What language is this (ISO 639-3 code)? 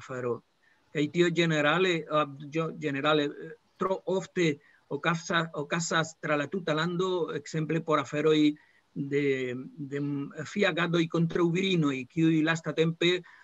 epo